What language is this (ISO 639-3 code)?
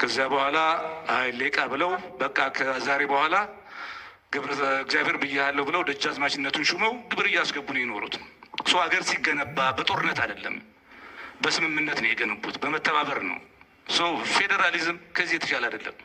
amh